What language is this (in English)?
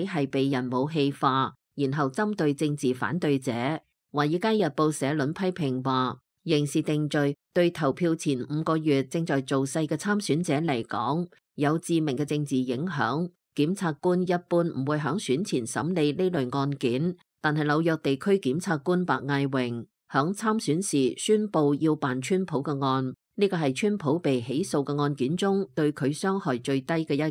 Cantonese